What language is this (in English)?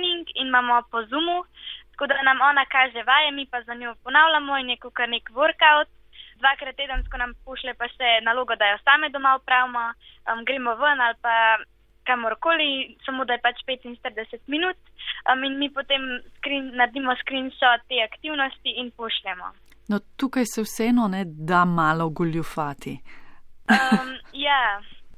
Slovenian